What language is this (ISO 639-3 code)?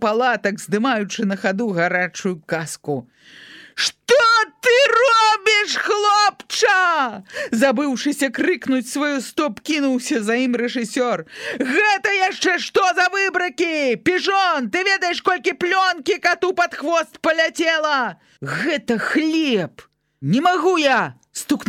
bel